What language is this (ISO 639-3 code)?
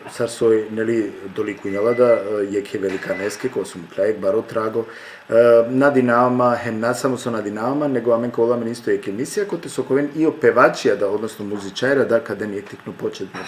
rmn